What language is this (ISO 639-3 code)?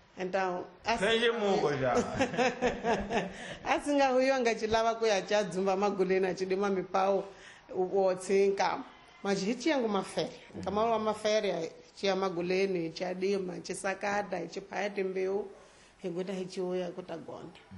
tso